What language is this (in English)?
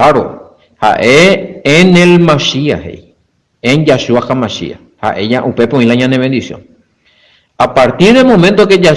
Guarani